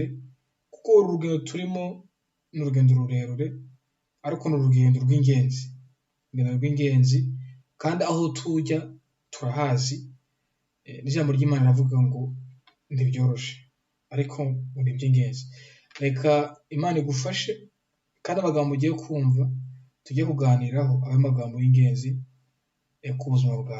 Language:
Kinyarwanda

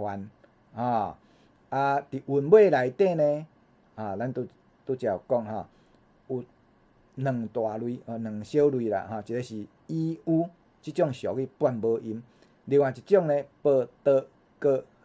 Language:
Min Nan Chinese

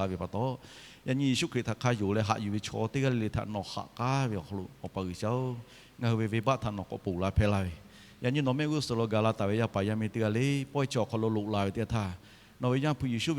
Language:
Lahu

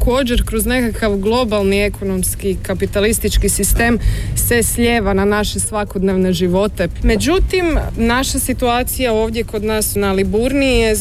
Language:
Croatian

